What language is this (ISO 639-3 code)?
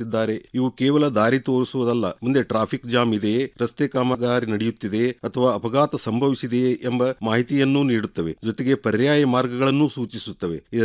kan